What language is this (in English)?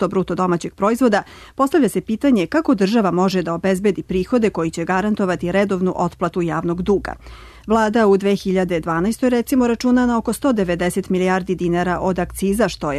Serbian